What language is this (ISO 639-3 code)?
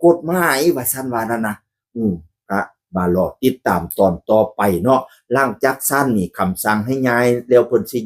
tts